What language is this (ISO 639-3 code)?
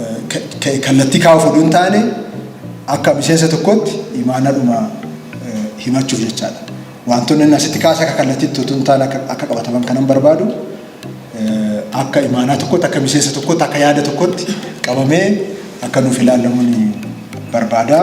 orm